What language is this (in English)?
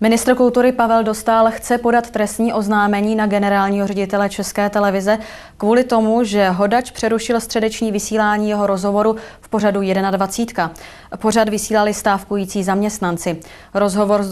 Czech